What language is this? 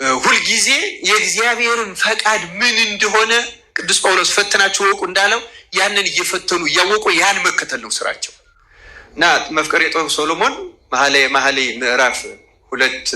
Amharic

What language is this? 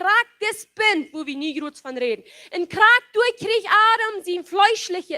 Plautdietsch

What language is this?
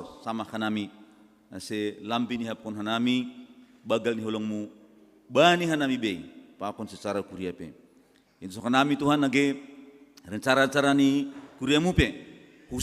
Batak Simalungun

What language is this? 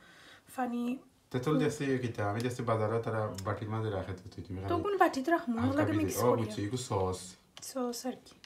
Sylheti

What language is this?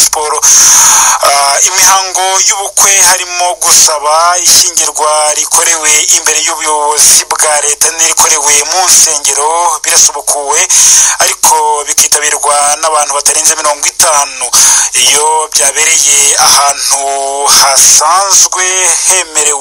Kinyarwanda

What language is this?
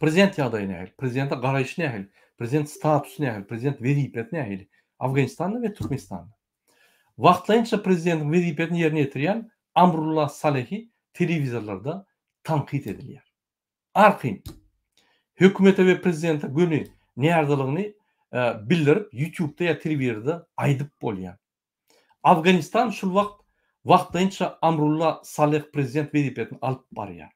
Turkmen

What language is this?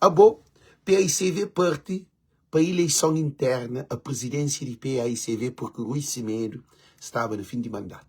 Kabuverdianu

